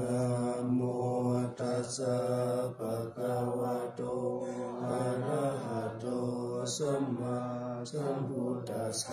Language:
Pali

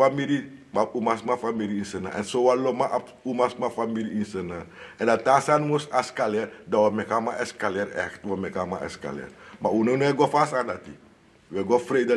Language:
Sranan Tongo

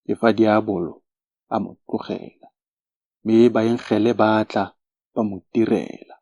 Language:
Tswana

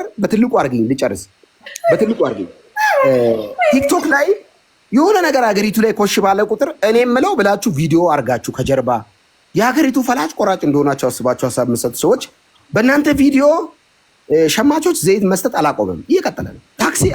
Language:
Amharic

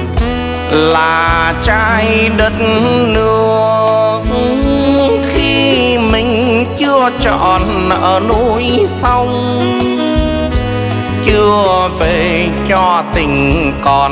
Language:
Vietnamese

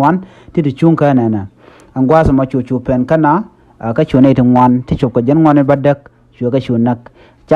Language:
Nuer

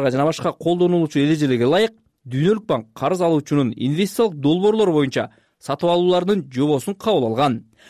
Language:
Kyrgyz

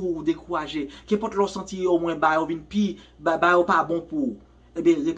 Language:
Haitian Creole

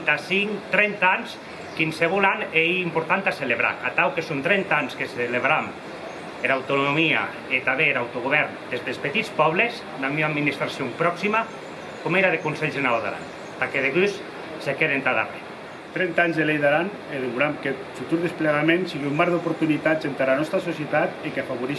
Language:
Occitan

